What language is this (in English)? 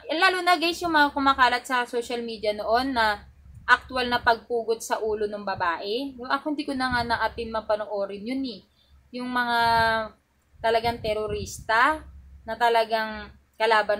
Filipino